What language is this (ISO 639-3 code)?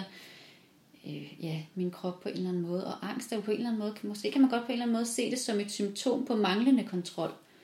dan